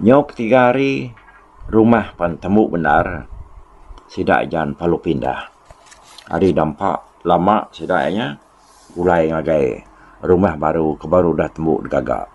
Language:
Iban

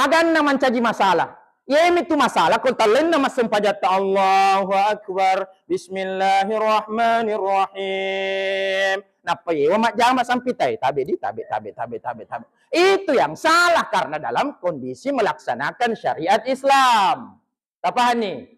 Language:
Buginese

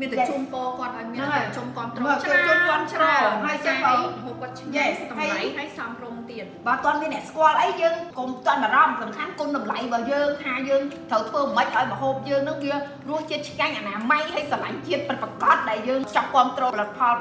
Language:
Khmer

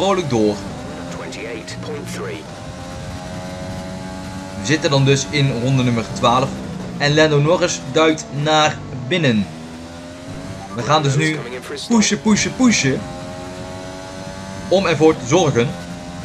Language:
Dutch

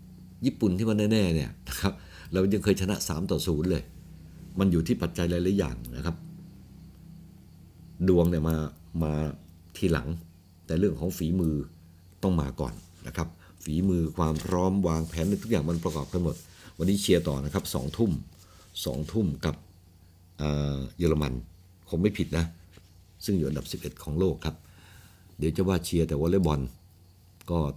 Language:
Thai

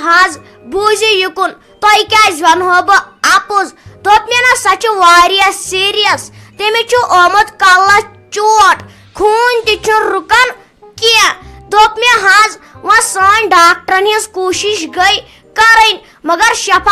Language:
Kashmiri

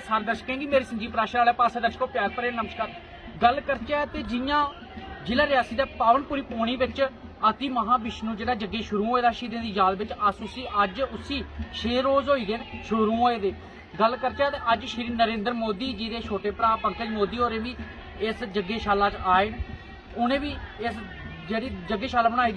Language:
Dogri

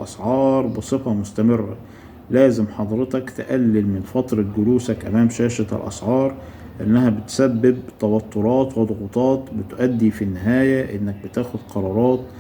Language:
Egyptian Arabic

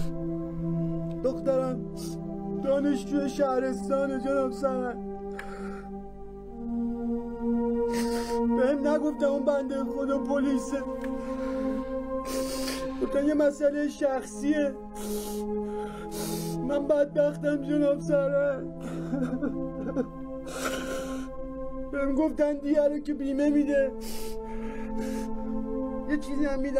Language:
Persian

